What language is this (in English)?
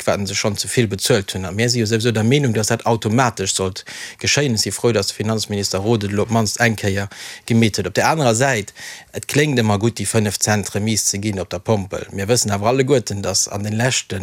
Luxembourgish